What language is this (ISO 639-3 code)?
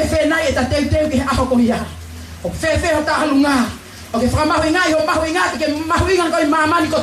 ton